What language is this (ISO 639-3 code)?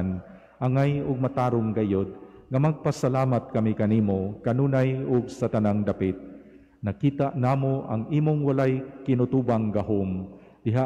ceb